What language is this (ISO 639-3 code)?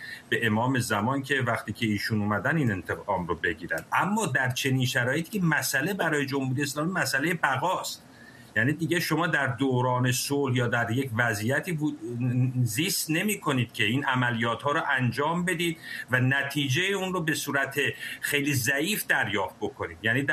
fas